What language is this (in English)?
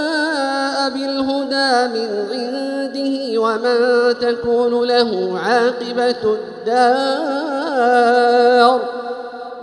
Arabic